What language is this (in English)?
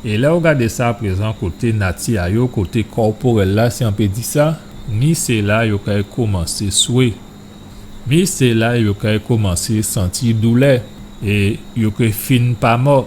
Guadeloupean Creole French